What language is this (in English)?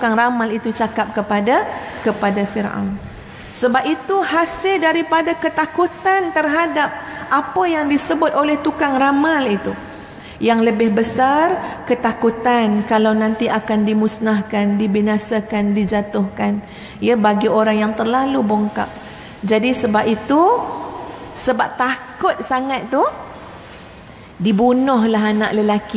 Malay